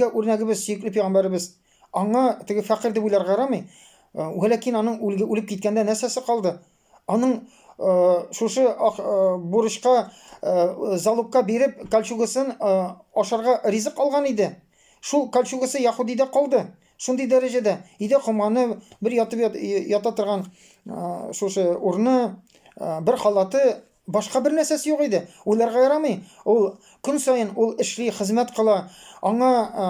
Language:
Tatar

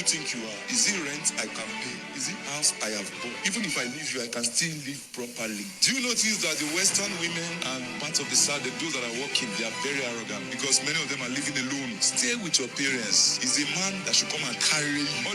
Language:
Nigerian Pidgin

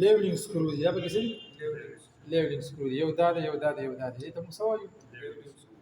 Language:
Pashto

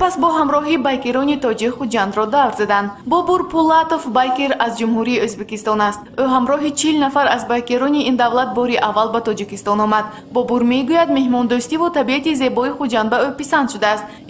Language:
Tajik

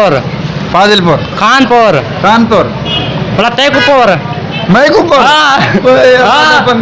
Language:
Saraiki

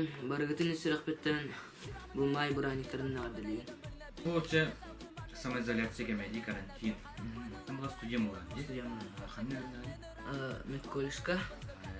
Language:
Yakut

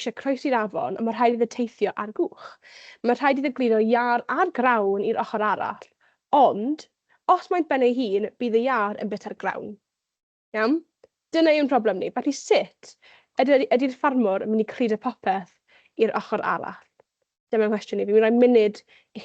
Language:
Welsh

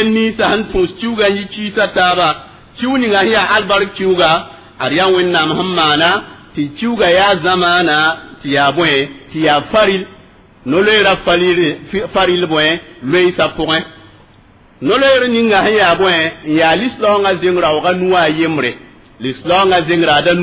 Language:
Mossi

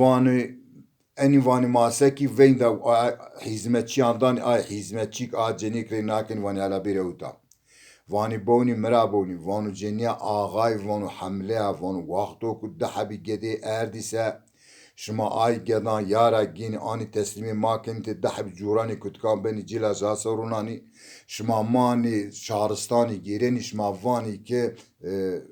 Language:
Zaza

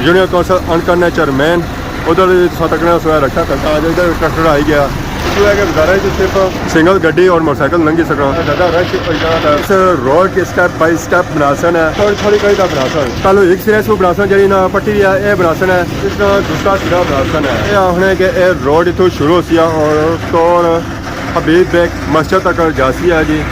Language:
Pahari-Potwari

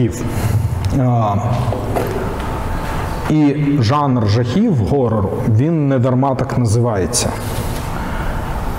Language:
Ukrainian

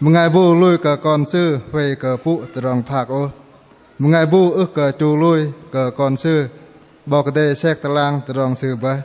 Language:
Bahnar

